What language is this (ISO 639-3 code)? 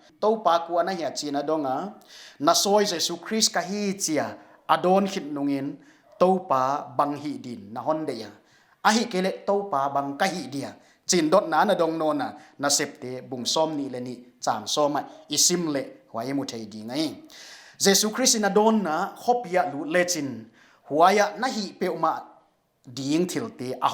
pck